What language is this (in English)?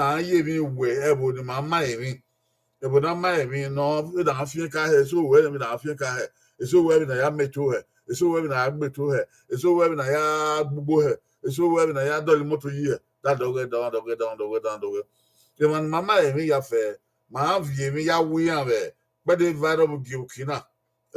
Bini